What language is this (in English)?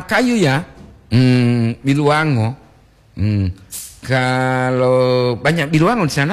Gorontalo